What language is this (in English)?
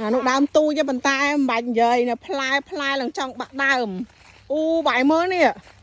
Khmer